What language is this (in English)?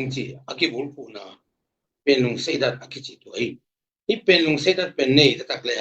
Tedim Chin